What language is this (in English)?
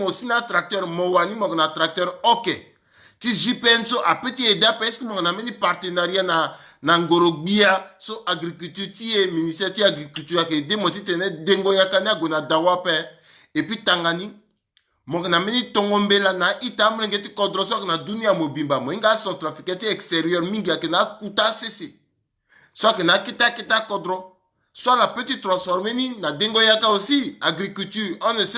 Sango